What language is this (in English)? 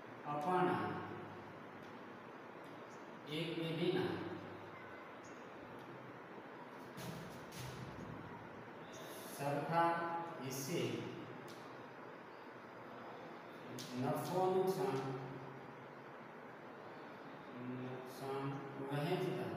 Gujarati